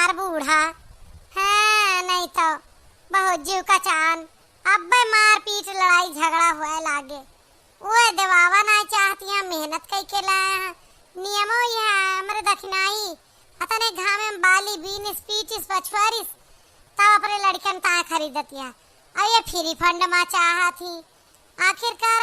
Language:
Awadhi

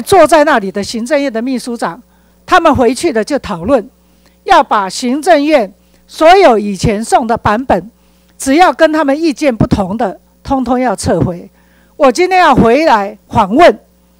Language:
Chinese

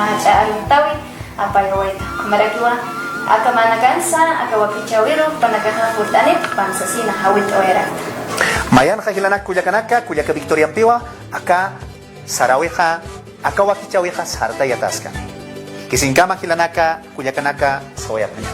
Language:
Aymara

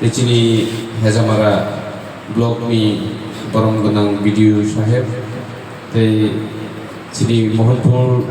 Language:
Kok Borok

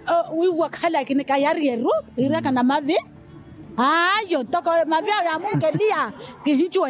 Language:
Makhuwa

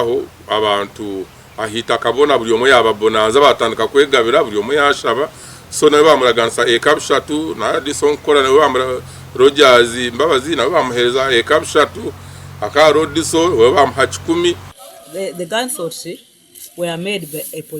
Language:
Nyankole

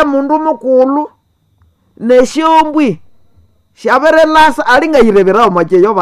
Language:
Nande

